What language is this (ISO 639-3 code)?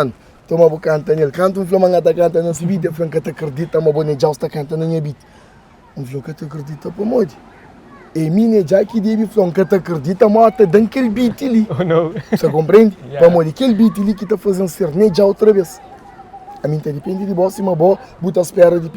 kea